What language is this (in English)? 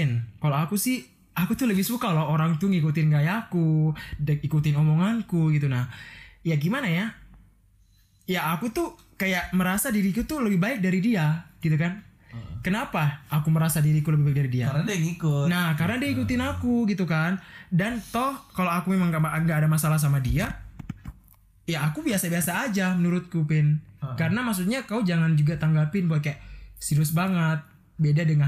Indonesian